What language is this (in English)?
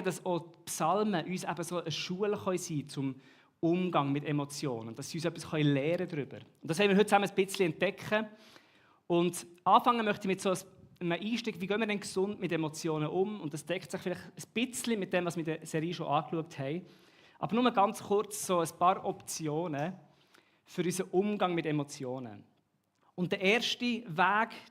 Swiss German